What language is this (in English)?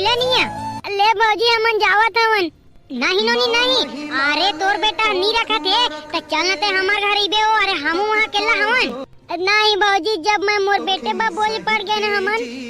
Chhattisgarhi